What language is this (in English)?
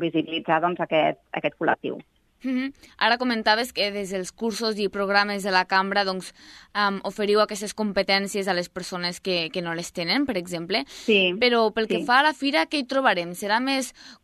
Catalan